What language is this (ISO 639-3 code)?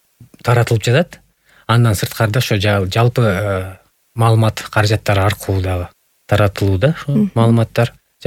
kir